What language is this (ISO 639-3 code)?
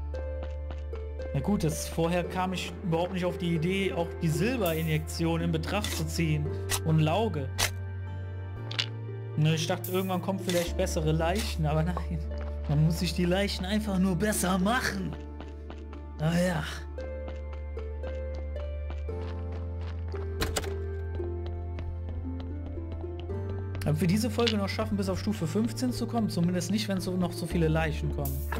deu